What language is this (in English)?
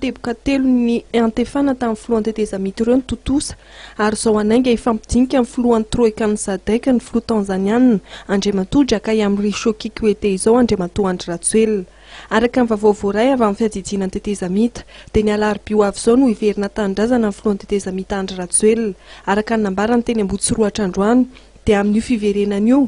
Malagasy